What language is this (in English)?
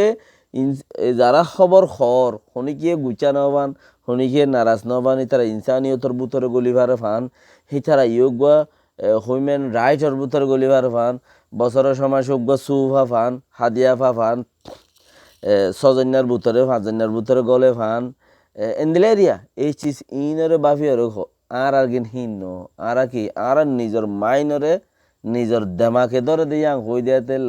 Rohingya